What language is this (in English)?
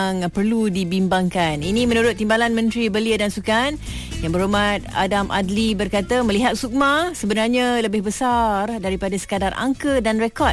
Malay